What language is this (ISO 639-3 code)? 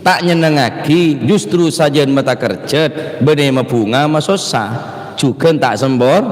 mad